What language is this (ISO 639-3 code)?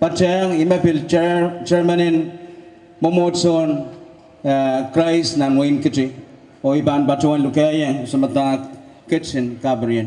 pon